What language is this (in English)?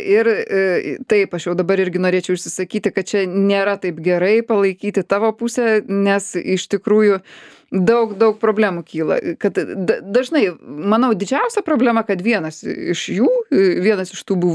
Lithuanian